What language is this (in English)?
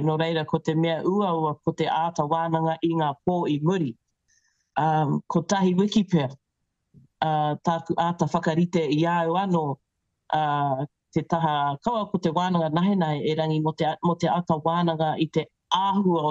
Māori